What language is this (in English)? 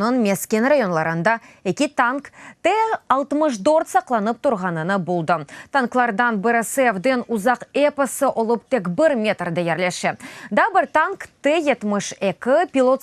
Crimean Tatar